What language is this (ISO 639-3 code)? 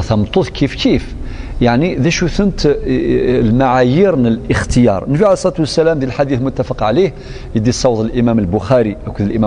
kab